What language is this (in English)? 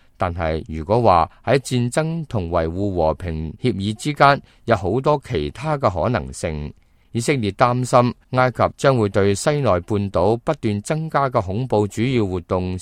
Cantonese